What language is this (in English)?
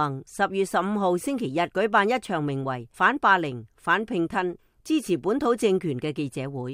Cantonese